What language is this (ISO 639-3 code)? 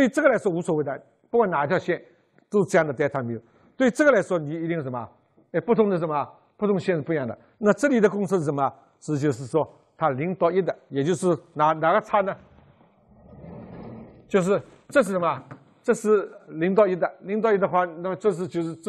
zho